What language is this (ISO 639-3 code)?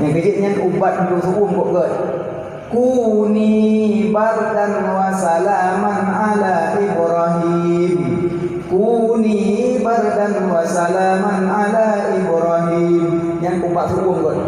ace